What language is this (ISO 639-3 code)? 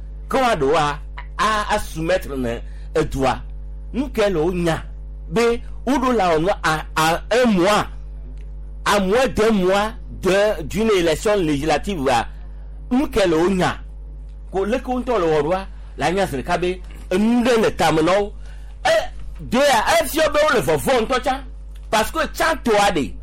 gej